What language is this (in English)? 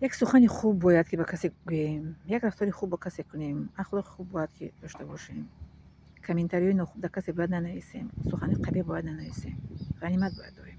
Tajik